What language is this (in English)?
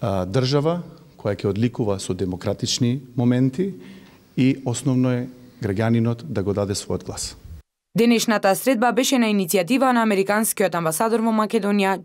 Macedonian